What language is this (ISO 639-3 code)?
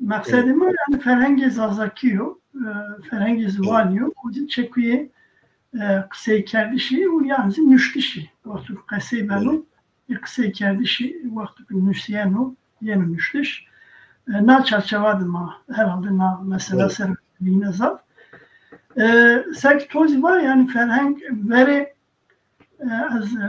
zza